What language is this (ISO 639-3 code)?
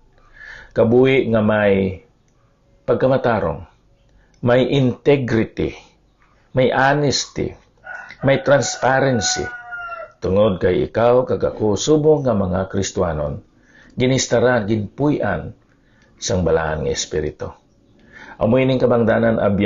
hil